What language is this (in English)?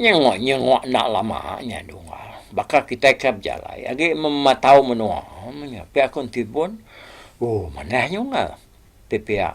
Iban